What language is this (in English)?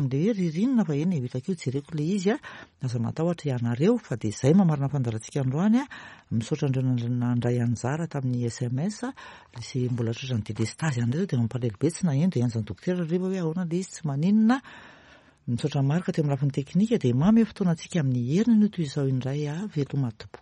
Malagasy